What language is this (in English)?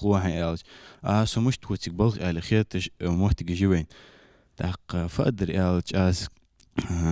Ingush